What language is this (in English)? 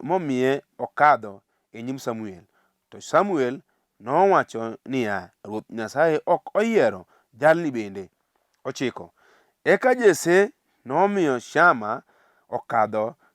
Luo (Kenya and Tanzania)